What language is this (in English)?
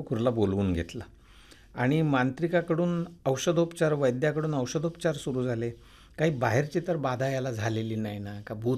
Marathi